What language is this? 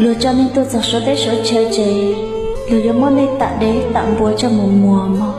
Hmong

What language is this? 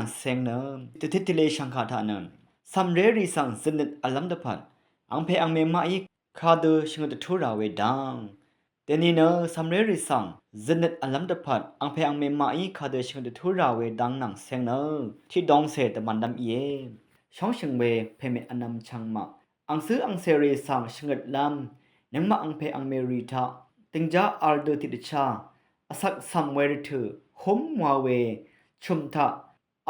Rawang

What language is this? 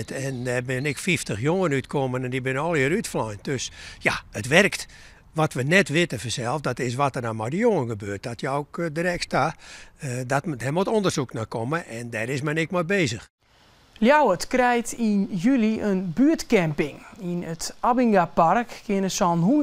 Western Frisian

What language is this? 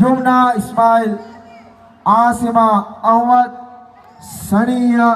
Divehi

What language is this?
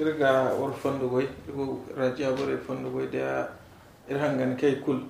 Zarma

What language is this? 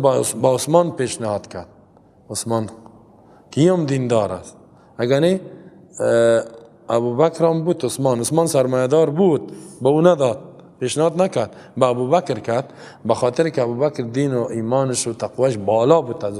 Persian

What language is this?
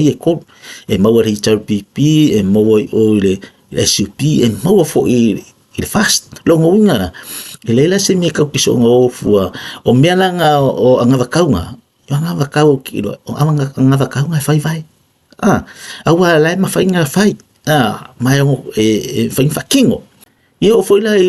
Samoan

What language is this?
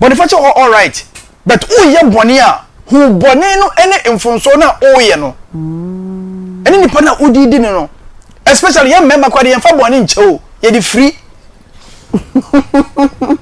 Akan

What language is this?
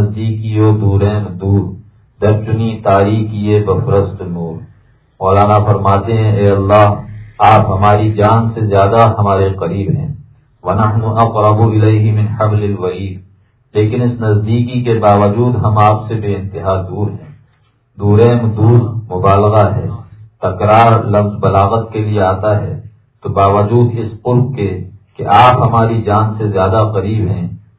Urdu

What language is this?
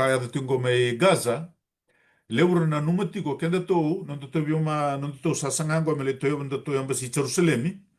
Fijian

